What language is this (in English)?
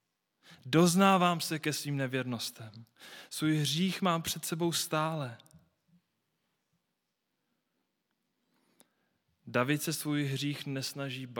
Czech